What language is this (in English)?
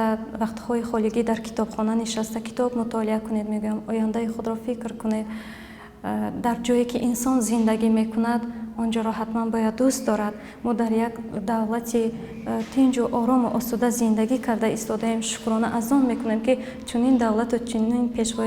Tajik